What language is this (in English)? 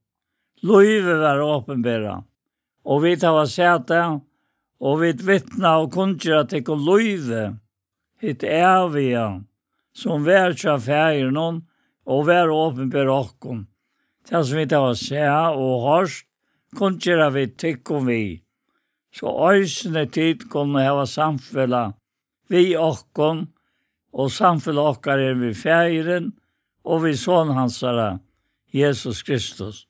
Faroese